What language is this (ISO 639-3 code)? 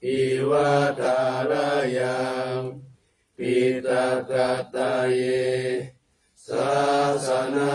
pli